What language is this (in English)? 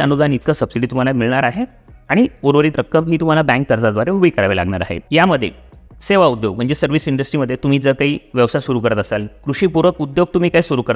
Marathi